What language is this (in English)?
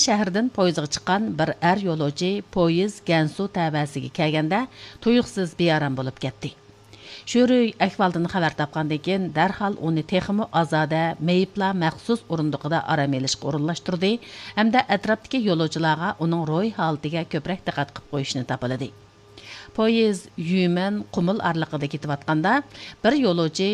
Uyghur